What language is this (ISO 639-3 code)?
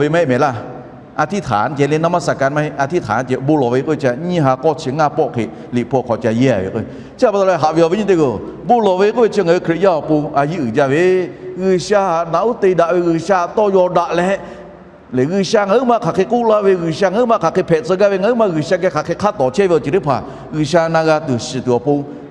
lhu